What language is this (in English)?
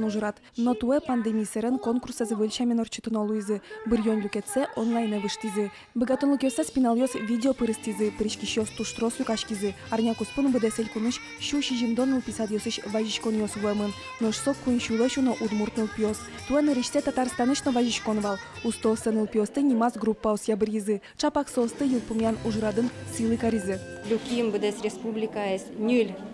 Udmurt